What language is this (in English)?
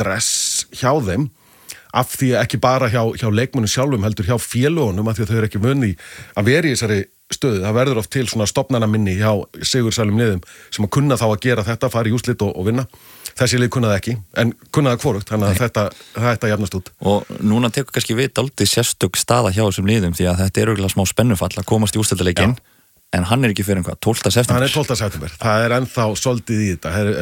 Icelandic